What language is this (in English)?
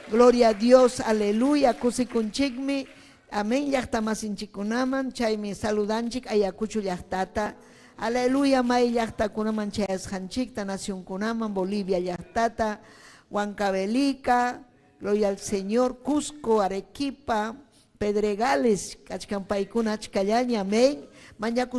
Ayacucho Quechua